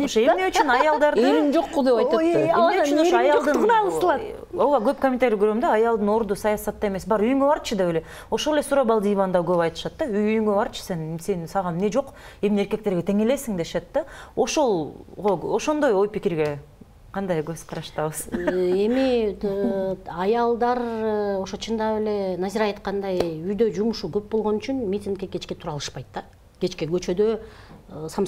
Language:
Kyrgyz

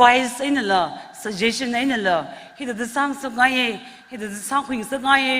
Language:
Tangkhul Naga (India)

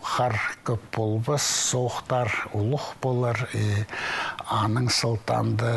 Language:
Khakas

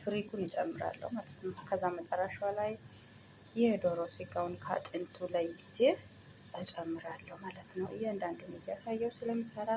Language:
Amharic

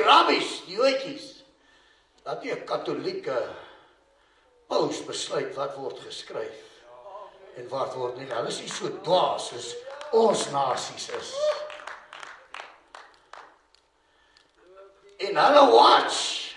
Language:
Afrikaans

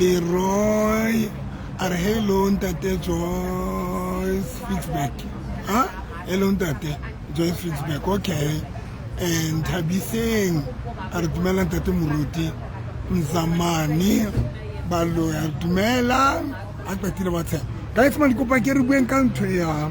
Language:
Southern Sotho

